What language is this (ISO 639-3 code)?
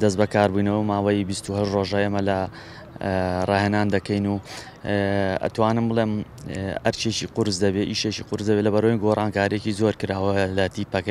ckb